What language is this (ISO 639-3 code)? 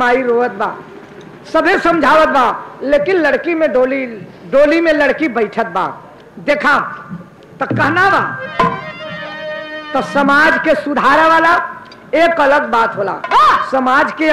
bho